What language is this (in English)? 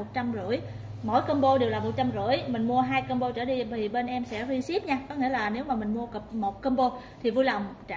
Vietnamese